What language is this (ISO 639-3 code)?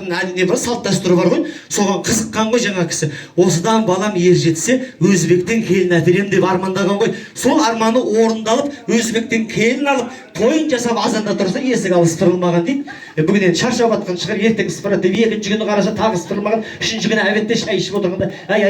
kaz